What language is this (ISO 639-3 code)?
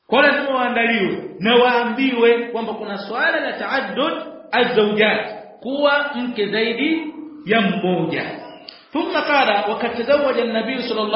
swa